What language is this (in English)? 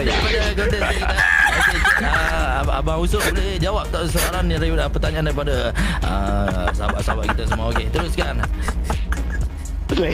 Malay